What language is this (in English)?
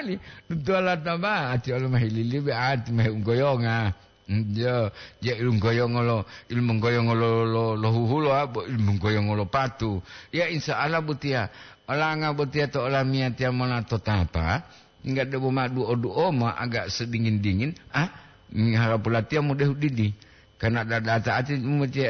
Gorontalo